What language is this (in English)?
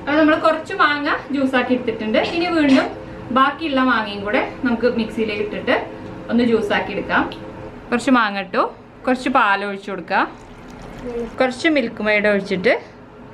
Malayalam